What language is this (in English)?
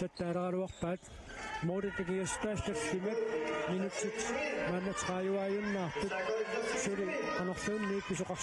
Kalaallisut